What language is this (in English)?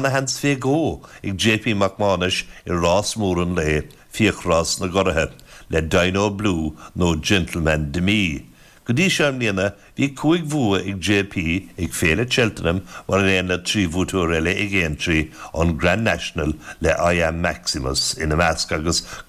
Irish